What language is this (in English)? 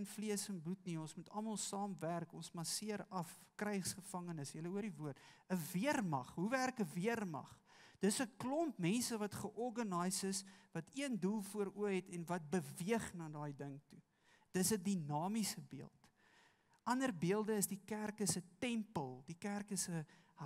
Afrikaans